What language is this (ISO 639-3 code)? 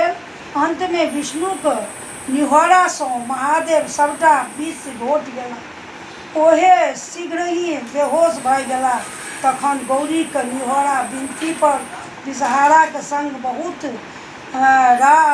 mai